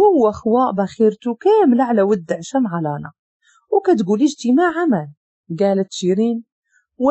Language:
Moroccan Arabic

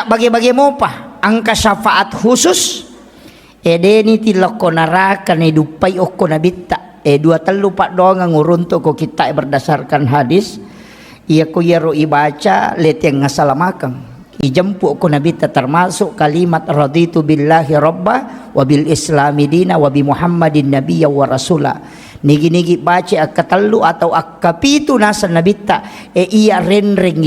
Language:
Buginese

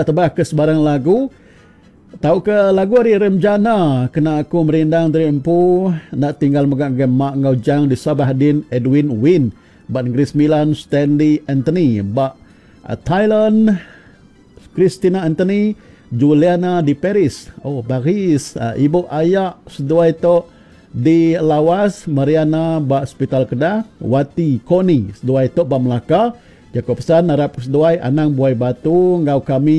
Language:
Iban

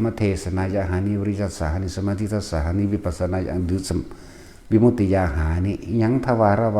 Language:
Northeastern Thai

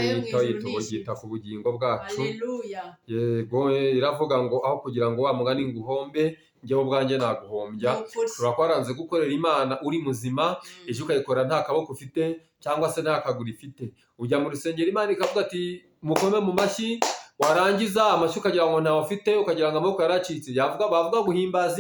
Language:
Kinyarwanda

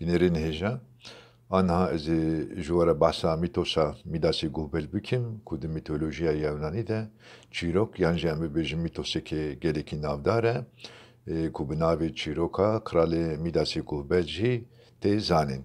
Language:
Kurdish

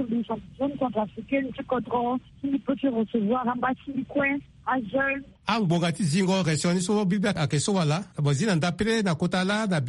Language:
Sango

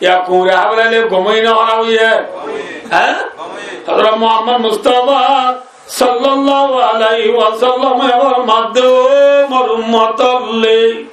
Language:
Rohingya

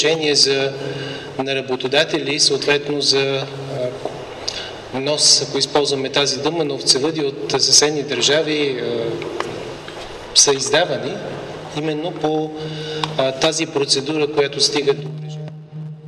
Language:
Bulgarian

